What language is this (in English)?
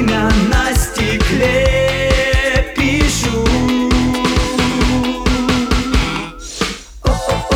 Russian